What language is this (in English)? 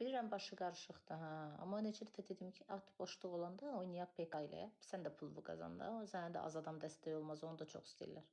Azerbaijani